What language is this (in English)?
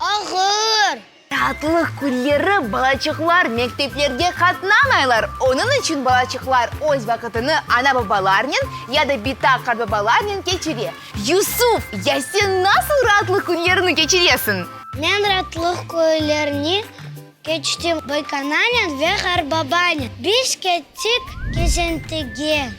Crimean Tatar